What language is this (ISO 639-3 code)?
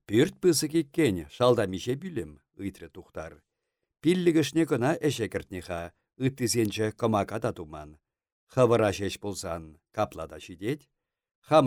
chv